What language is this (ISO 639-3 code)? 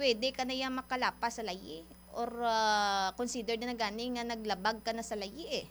hil